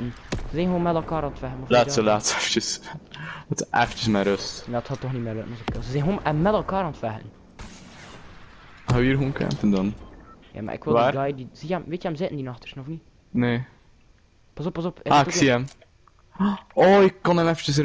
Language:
Dutch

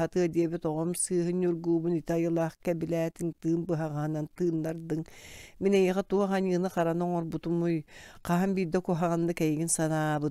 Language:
Yakut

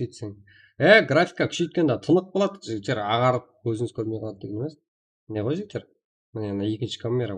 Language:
Kara-Kalpak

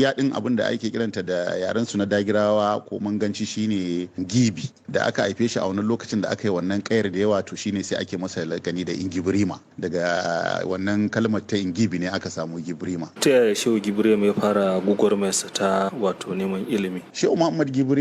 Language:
Hausa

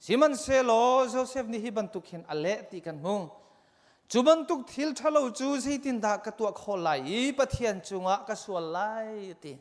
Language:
Hakha Chin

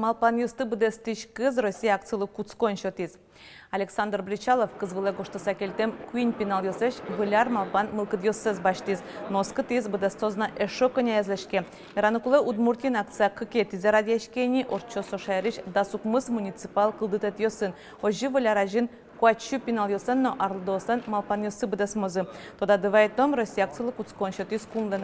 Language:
Udmurt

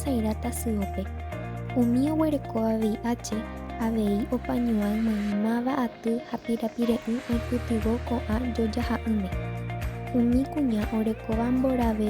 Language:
Guarani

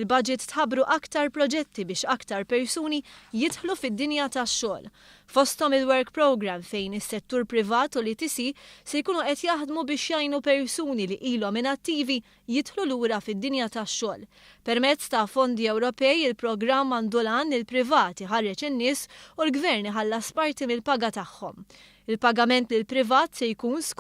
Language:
Maltese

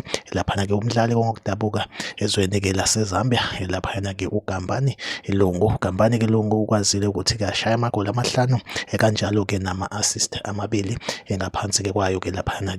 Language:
Zulu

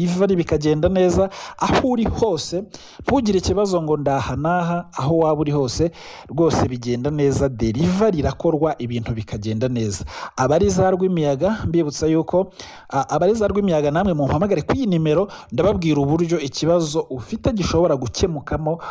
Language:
Kinyarwanda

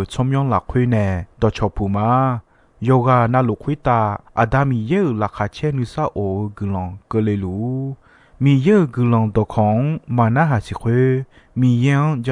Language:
Akha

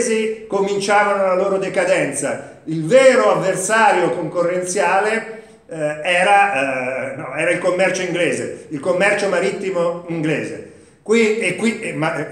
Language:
Italian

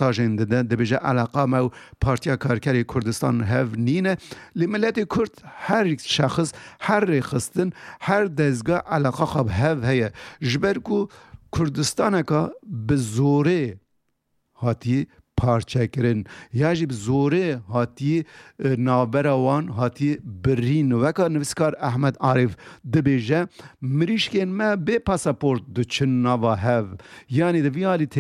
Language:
Kurdish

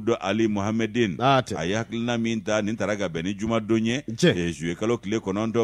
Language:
Bambara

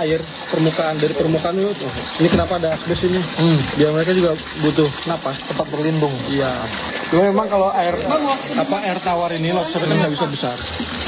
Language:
Indonesian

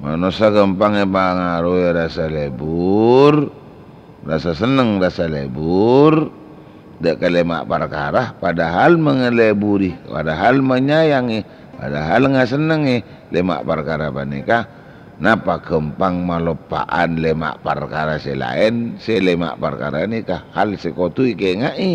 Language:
Madurese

